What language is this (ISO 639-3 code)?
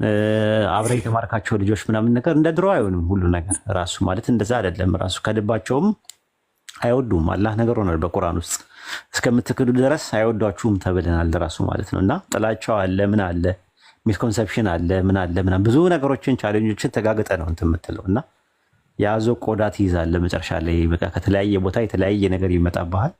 amh